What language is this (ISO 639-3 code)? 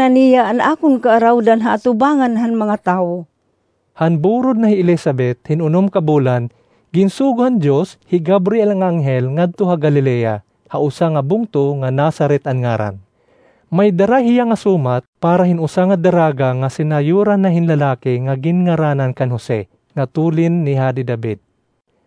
war